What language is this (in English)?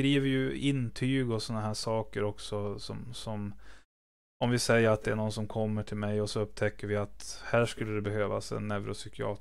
Swedish